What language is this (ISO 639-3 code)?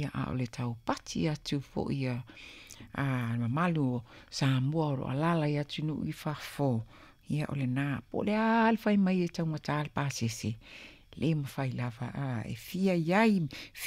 smo